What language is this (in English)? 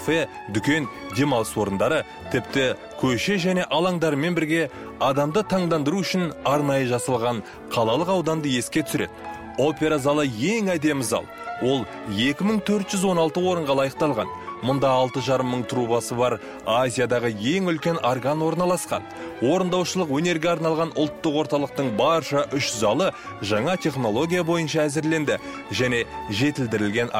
Kazakh